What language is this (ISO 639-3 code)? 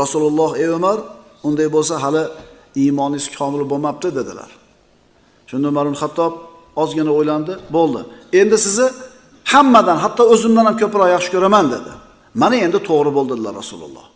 uzb